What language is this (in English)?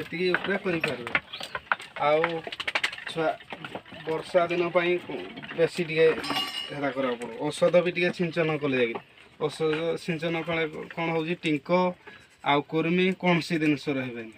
Odia